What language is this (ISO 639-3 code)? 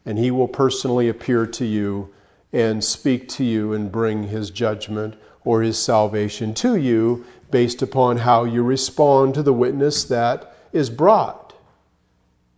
eng